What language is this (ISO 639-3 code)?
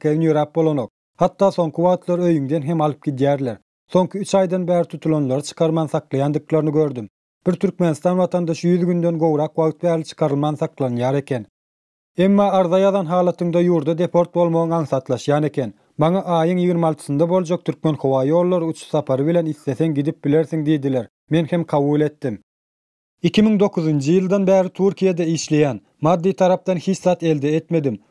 tuk